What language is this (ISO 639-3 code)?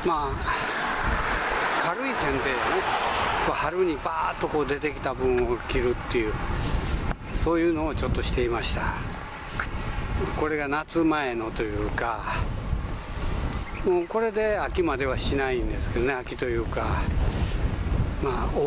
jpn